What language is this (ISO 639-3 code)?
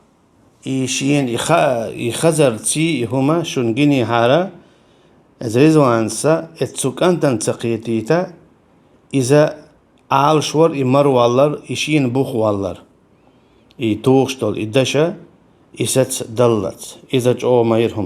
che